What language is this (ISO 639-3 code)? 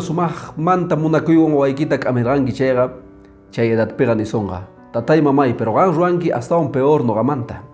que